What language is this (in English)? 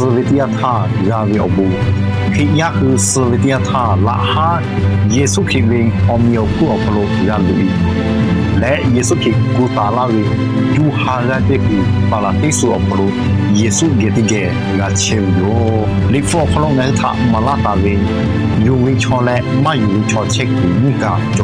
Lahu